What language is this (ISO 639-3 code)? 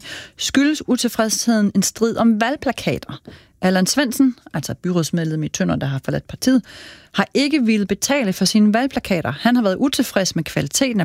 dan